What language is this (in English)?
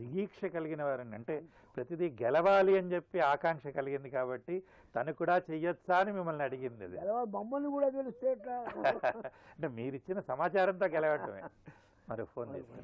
Telugu